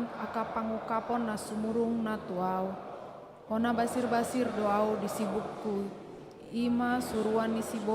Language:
Batak Toba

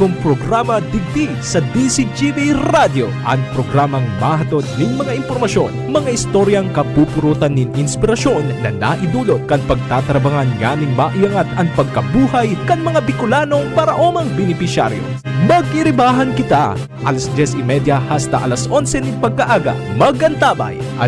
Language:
Bikol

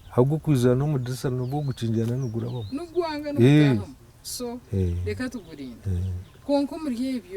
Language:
Nyankole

